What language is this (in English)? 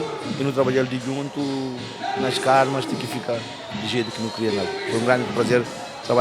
Kabuverdianu